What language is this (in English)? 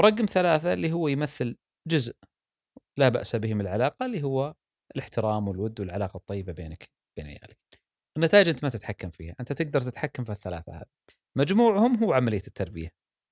Gulf Arabic